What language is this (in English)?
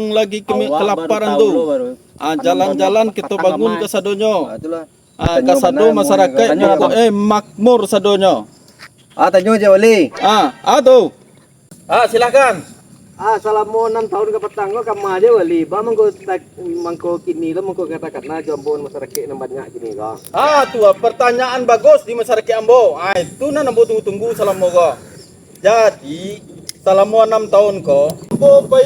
Minangkabau